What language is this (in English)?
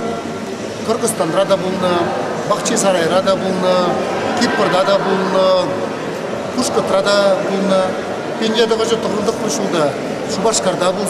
Chuvash